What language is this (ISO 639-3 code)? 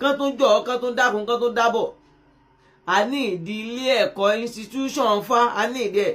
yor